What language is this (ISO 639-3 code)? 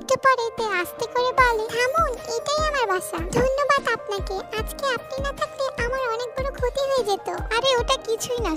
ben